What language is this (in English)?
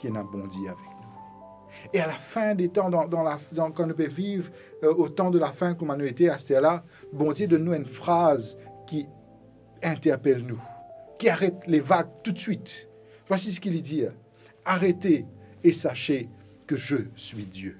Morisyen